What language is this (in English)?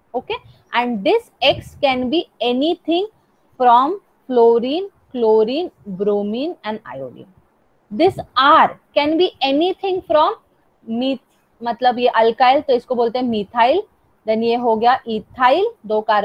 Hindi